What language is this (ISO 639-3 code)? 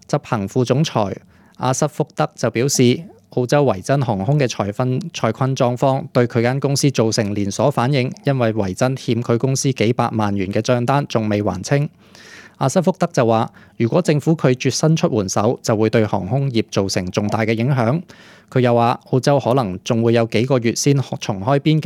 yue